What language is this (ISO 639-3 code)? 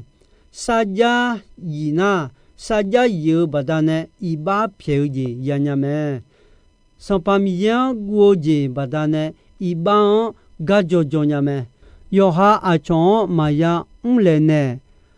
ahk